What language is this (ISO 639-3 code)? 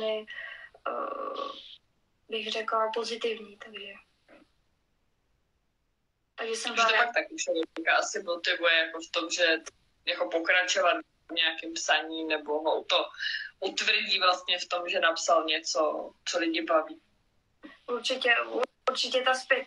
ces